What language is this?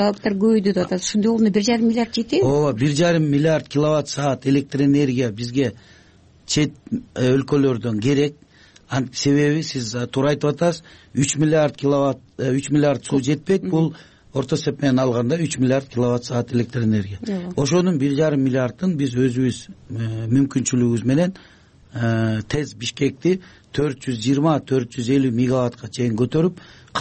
Kyrgyz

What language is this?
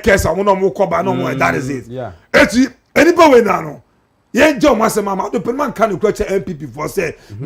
Akan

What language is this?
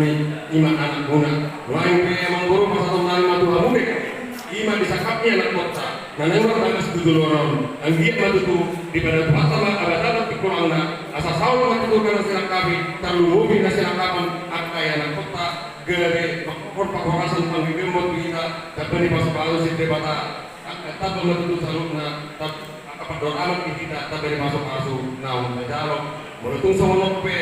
Batak Toba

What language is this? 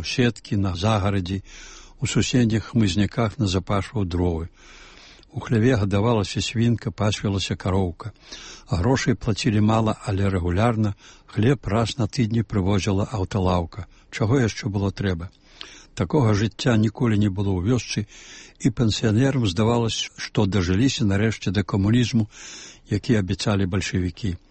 Belarusian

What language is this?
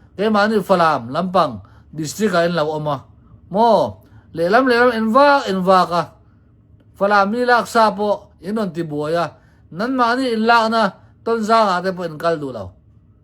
Hakha Chin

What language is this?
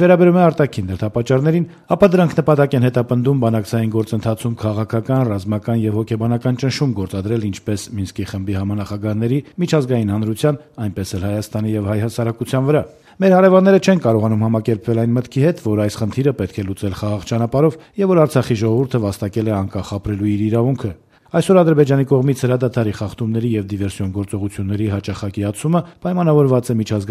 Armenian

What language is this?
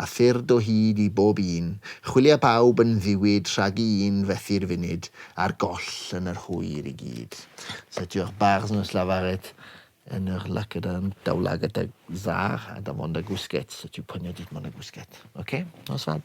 Breton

